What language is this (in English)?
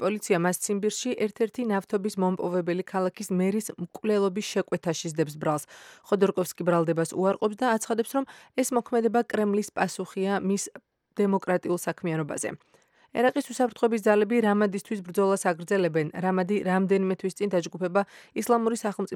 Georgian